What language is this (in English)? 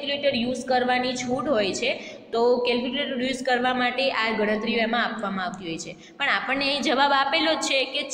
Gujarati